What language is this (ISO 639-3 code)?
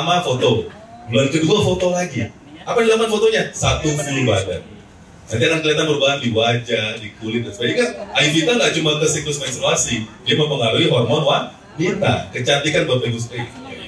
ind